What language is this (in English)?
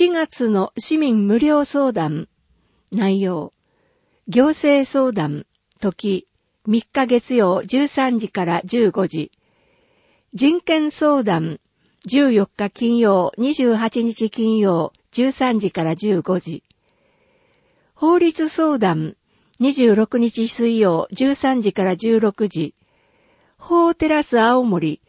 Japanese